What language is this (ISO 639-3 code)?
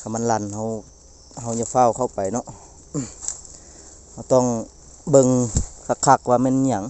lao